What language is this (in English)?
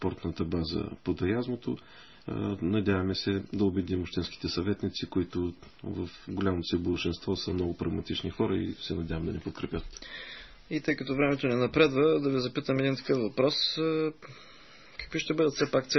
Bulgarian